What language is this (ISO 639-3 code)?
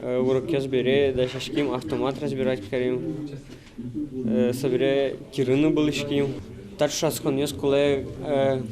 udm